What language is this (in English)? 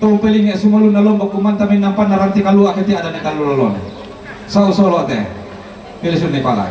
Toraja-Sa'dan